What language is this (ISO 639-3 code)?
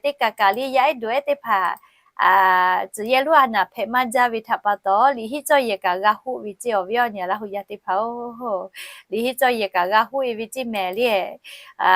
lhu